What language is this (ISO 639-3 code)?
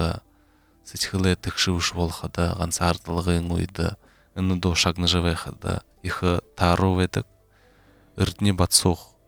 bua